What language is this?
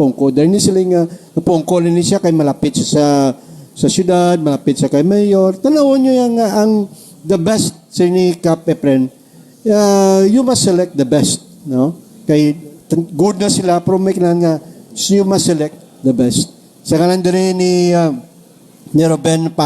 Hiligaynon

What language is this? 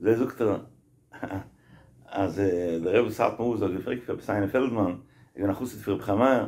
Yiddish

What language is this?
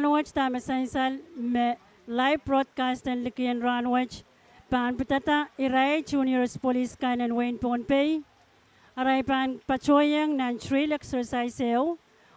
Pohnpeian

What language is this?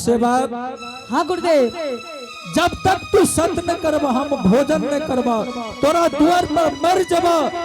Angika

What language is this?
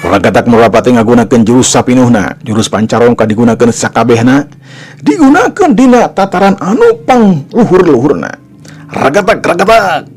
Sundanese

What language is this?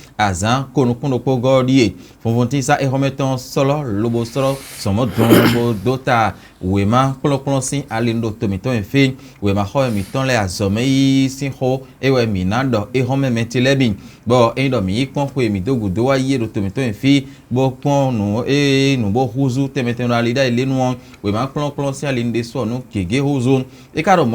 Fon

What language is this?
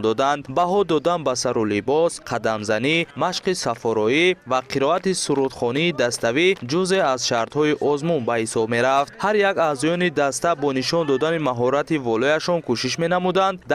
Tajik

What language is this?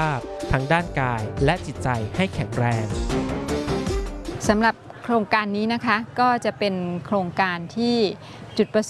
Thai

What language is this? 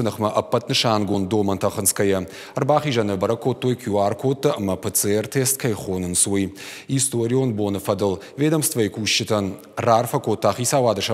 Ossetic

